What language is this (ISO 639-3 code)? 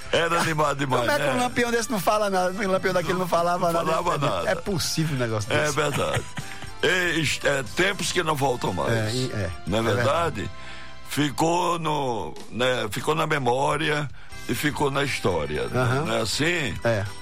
por